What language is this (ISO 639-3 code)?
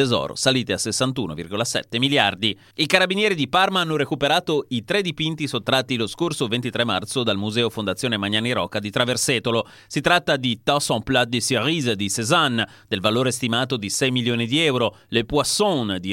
ita